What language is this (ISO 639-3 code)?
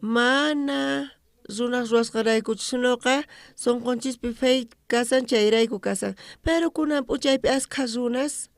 quh